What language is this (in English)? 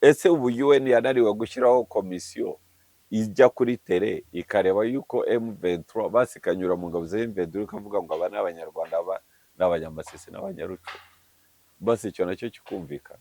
Kinyarwanda